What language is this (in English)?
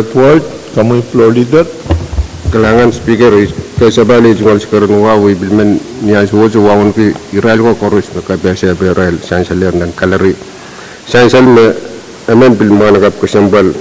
Pohnpeian